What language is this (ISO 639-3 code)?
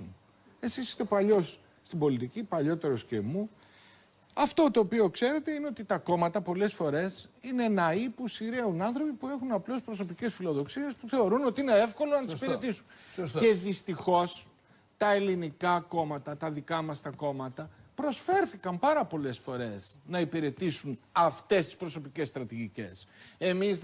ell